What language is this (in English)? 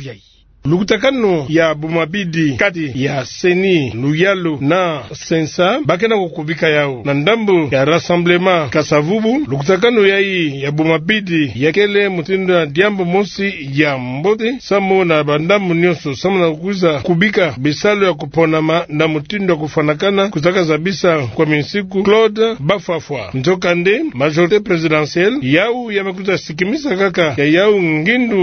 Kituba (Democratic Republic of Congo)